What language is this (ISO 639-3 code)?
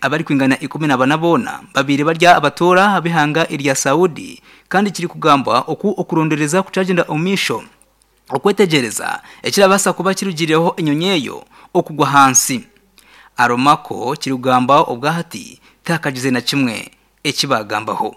nyn